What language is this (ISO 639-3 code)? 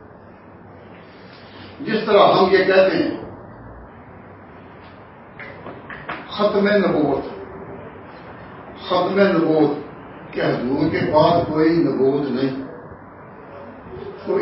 urd